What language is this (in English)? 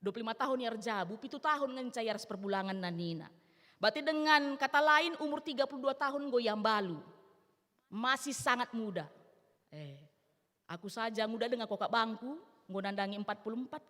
Batak Karo